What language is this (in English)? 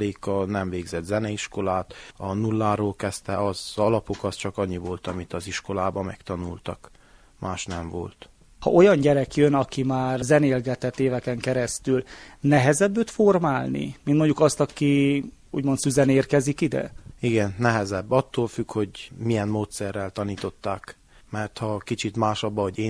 Hungarian